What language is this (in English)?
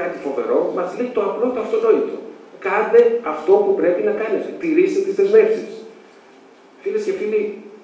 Greek